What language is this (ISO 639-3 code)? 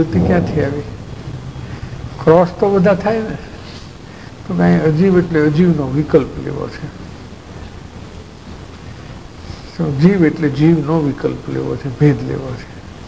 guj